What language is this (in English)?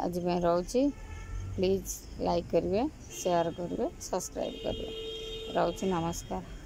Odia